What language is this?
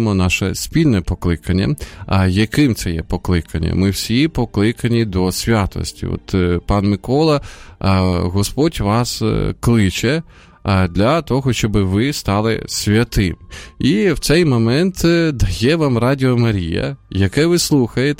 Ukrainian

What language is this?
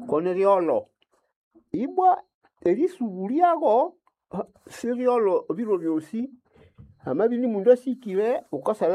Nande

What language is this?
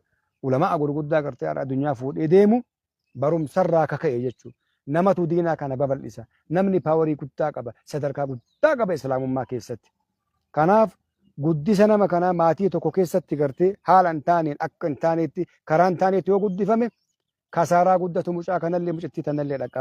Oromo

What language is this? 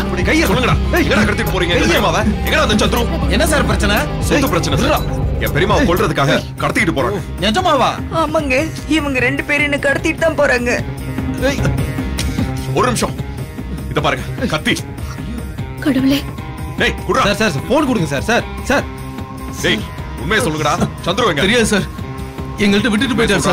Tamil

